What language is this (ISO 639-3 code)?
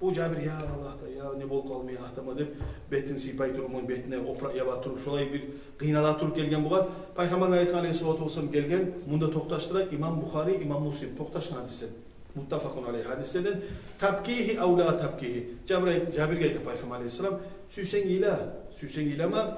kum